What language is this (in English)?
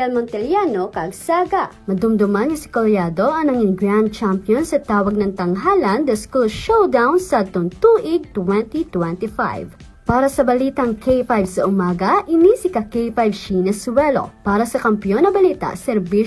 Hiligaynon